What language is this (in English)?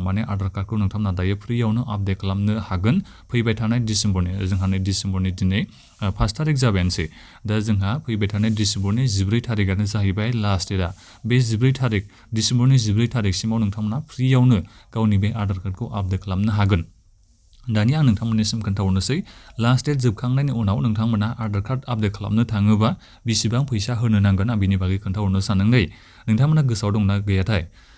Bodo